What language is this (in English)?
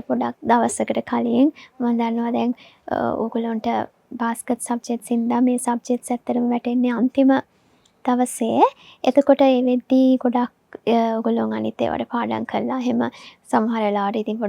Sinhala